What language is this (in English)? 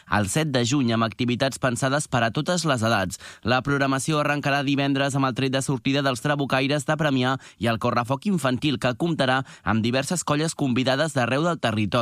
Catalan